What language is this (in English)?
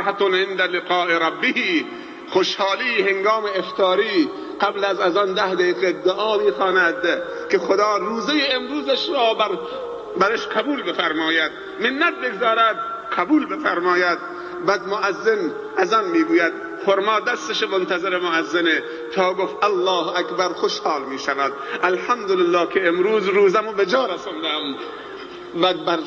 Tajik